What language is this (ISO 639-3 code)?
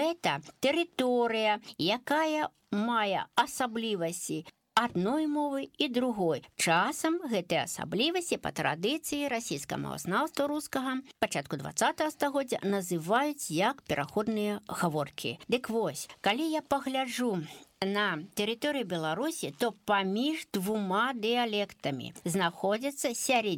bel